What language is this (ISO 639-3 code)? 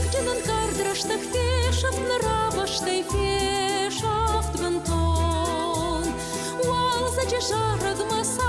oss